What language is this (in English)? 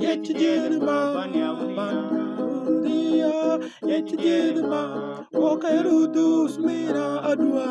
Mabaan